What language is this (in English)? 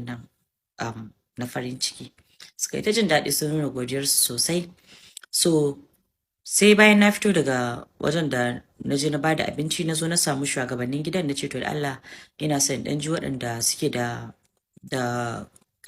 Hausa